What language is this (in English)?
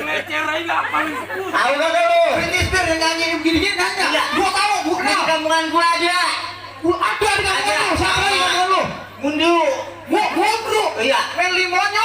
Betawi